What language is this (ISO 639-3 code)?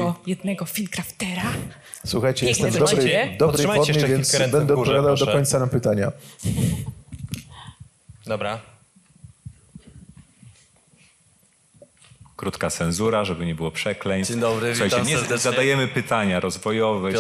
pol